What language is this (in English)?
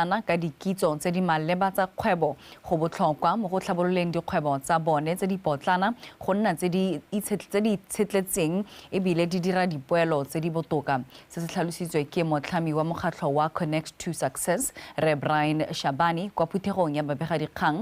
Tswana